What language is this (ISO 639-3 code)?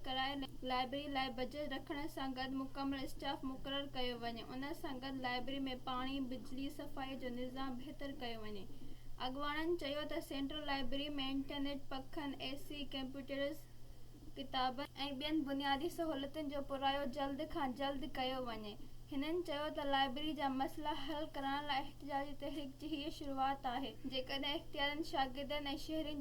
snd